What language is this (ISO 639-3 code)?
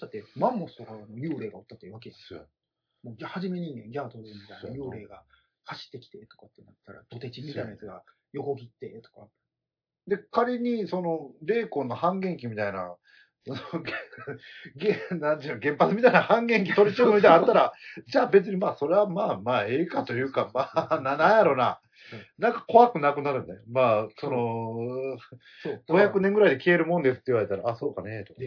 jpn